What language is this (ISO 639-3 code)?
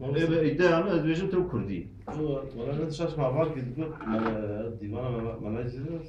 kur